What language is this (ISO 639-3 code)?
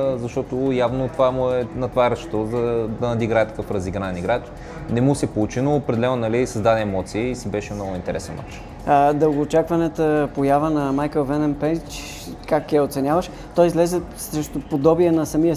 bul